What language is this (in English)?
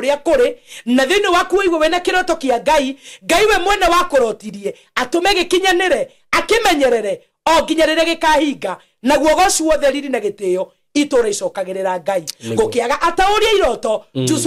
Kikuyu